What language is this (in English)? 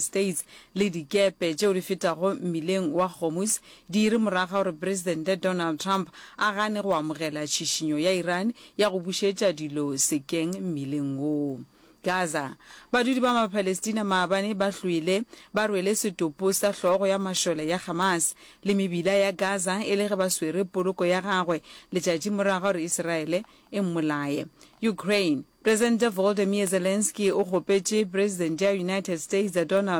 Northern Sotho